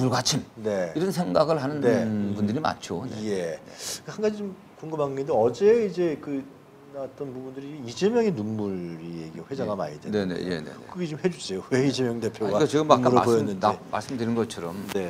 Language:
Korean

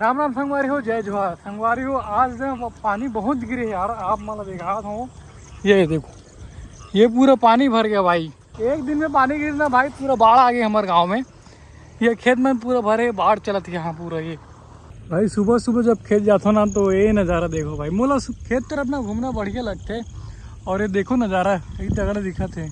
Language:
Chhattisgarhi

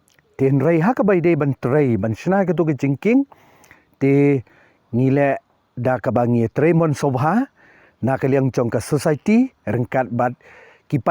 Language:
Khasi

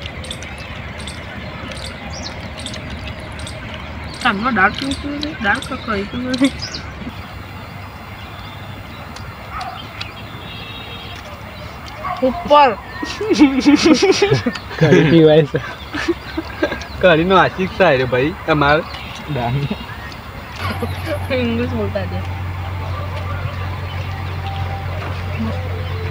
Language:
Gujarati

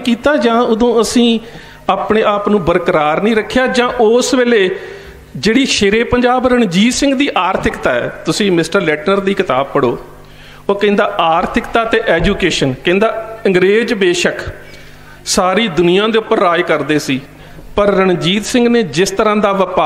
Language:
Punjabi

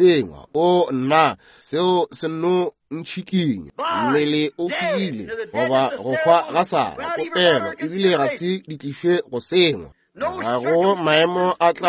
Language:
Northern Sotho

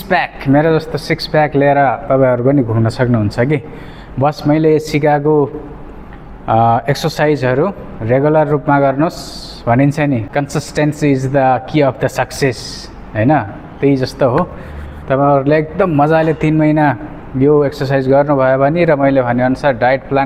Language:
Nepali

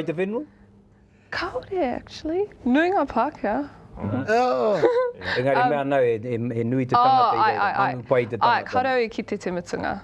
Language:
Māori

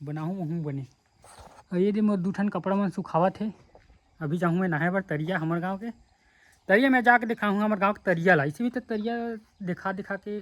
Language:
Chhattisgarhi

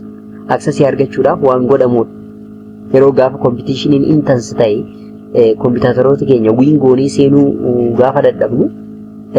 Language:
Oromo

